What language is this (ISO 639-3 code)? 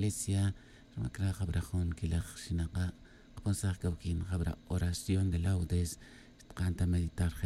tzj